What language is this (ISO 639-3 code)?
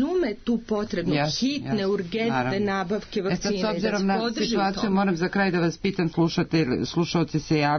srp